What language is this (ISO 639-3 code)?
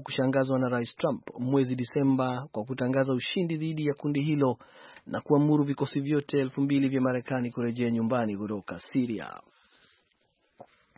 swa